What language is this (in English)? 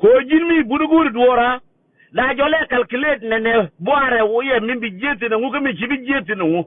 Nuer